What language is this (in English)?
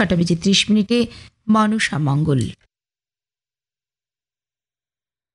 Bangla